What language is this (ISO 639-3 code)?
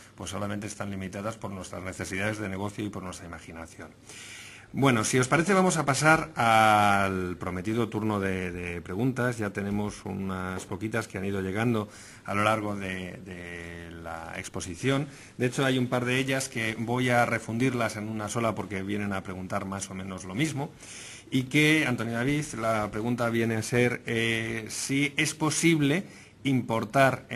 spa